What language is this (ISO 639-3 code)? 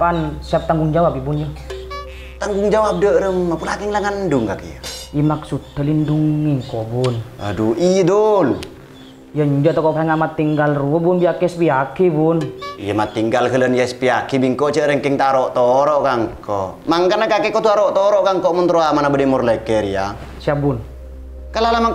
mad